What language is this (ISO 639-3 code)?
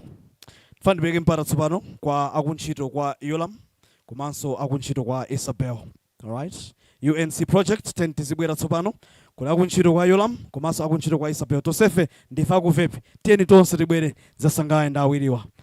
nya